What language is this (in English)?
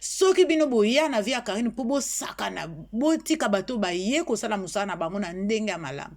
Lingala